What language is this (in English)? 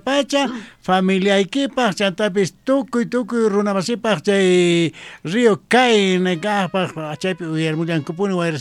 Quechua